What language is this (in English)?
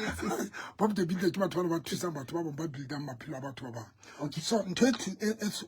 Southern Sotho